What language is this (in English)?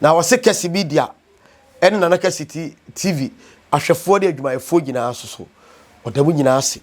Akan